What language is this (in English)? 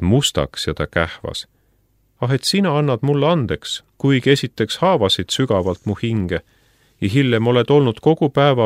Estonian